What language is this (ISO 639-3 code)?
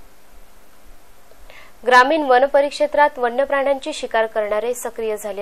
mar